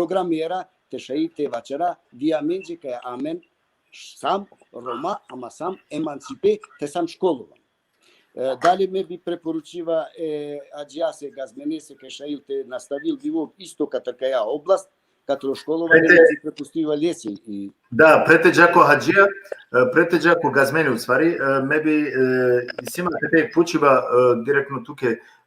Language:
Balkan Romani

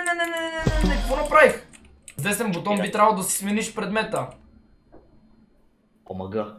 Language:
Bulgarian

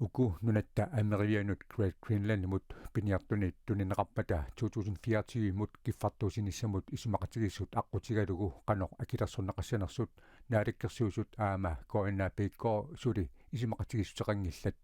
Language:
Kalaallisut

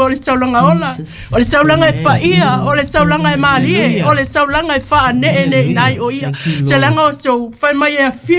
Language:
Samoan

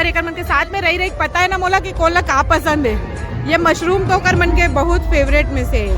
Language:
Chhattisgarhi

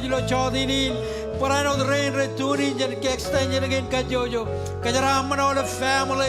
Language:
Marshallese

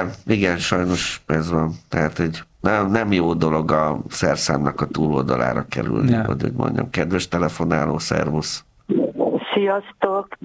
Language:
Hungarian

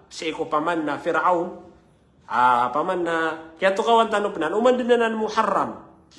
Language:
Maranao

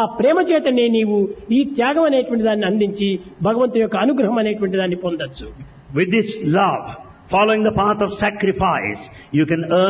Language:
Telugu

